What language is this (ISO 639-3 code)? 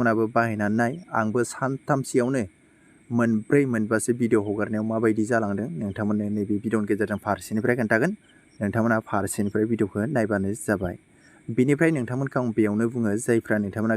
brx